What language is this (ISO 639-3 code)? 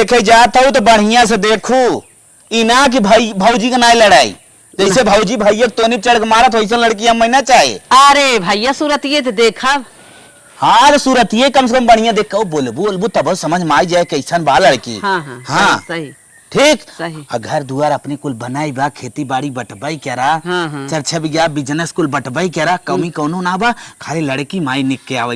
awa